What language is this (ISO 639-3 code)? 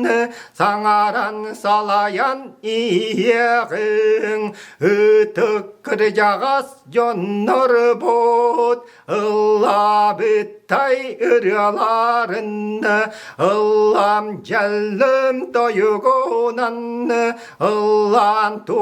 sah